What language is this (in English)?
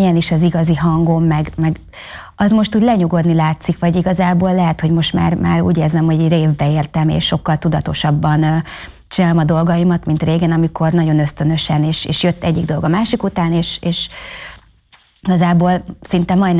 Hungarian